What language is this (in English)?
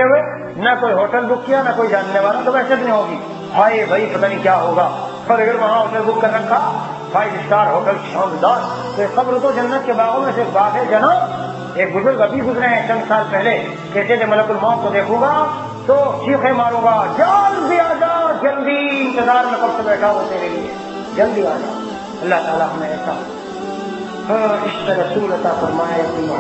Urdu